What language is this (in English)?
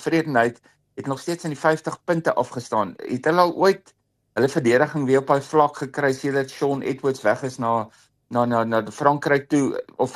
Afrikaans